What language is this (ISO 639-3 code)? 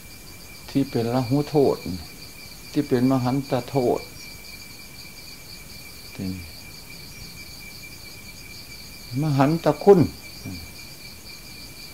tha